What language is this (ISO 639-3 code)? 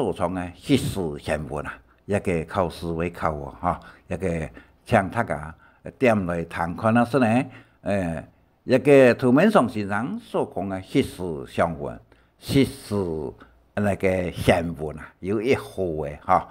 hak